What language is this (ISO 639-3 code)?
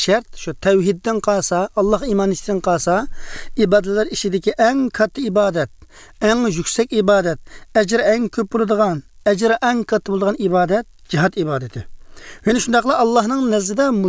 uig